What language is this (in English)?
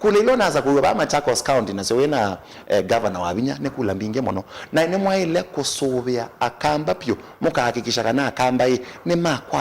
Kamba